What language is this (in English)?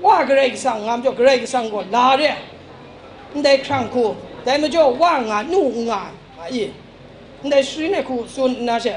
Kachin